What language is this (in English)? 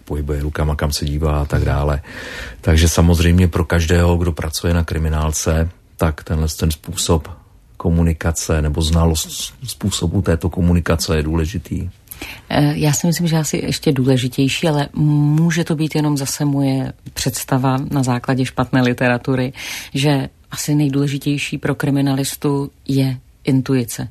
Czech